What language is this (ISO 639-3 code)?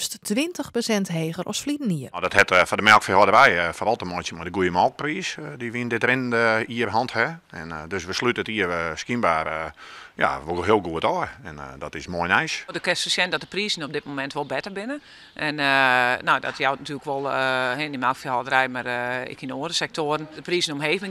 fry